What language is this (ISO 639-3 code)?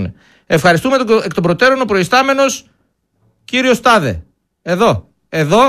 ell